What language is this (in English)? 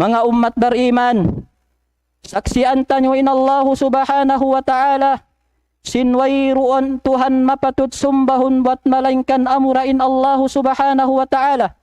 Tausug